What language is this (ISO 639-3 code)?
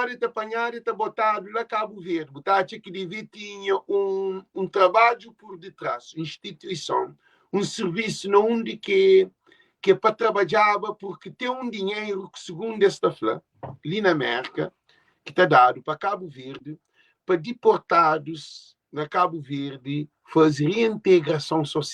kea